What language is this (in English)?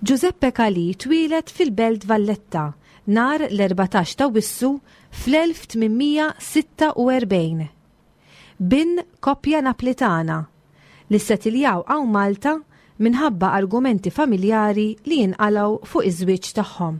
Maltese